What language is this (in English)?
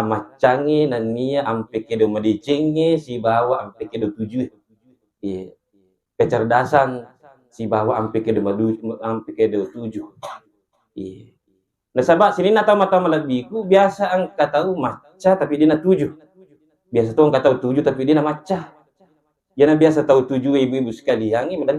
Buginese